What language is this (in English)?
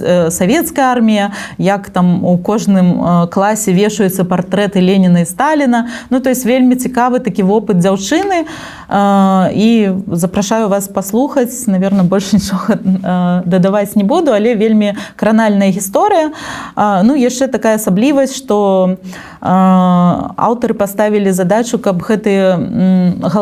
Belarusian